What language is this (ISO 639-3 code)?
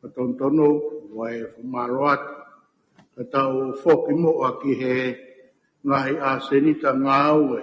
ton